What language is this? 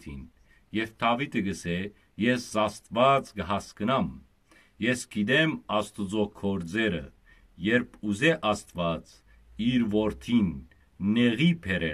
Western Armenian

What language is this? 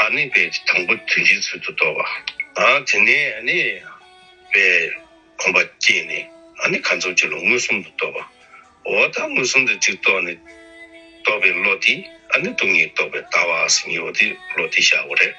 Tibetan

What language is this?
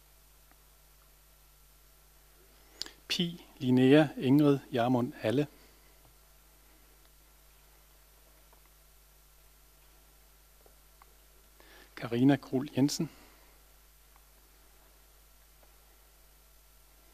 Danish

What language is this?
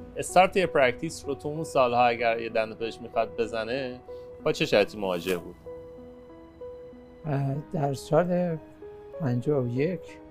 Persian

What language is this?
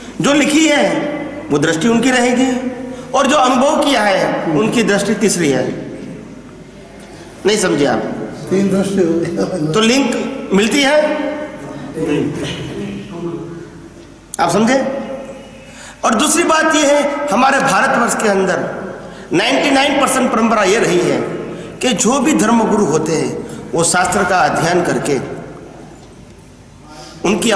Hindi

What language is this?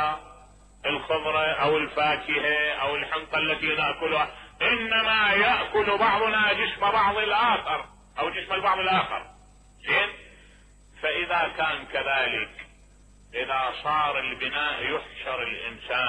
Mesopotamian Arabic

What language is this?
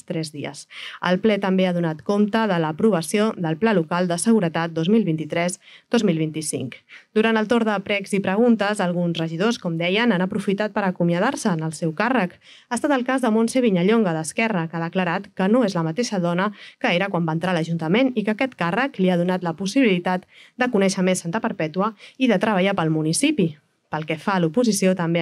Catalan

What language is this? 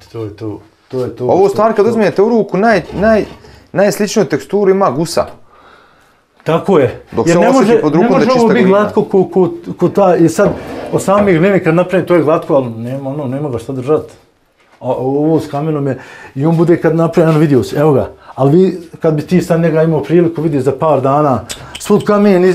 Bosnian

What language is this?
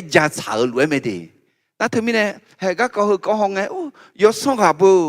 Akha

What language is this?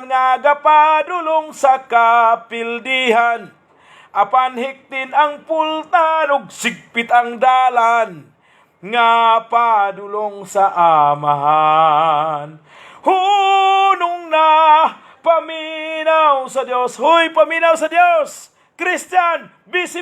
Cebuano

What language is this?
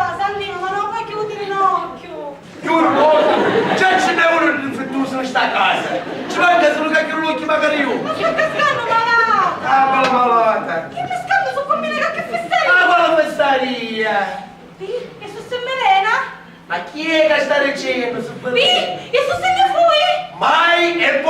Sicilian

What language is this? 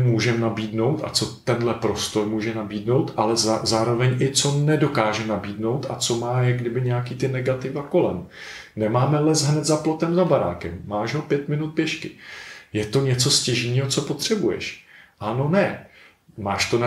Czech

